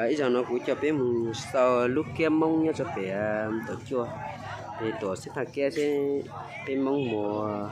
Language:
Hmong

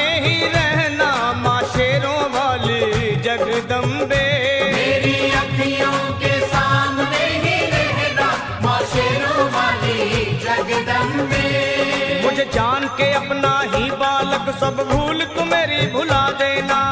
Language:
Hindi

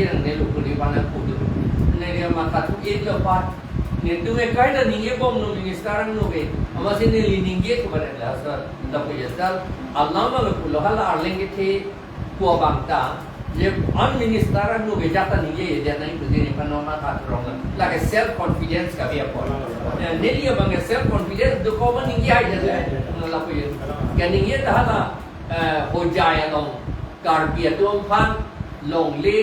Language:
Karbi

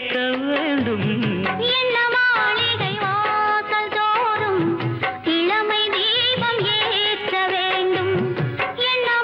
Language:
Tamil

